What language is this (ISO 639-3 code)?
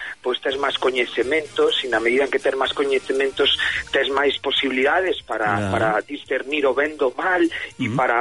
glg